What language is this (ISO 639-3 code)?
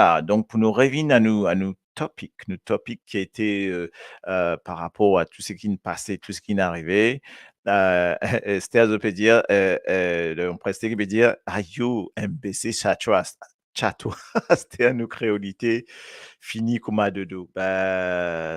mfe